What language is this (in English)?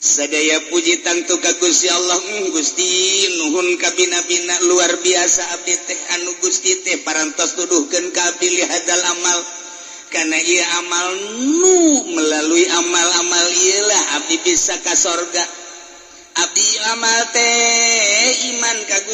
Sundanese